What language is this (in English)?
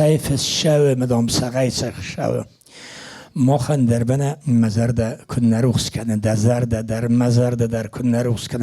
Ossetic